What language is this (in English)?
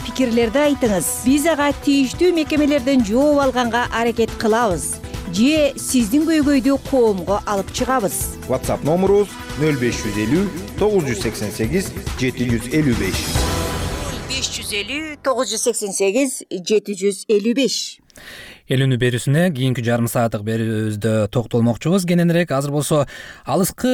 Kyrgyz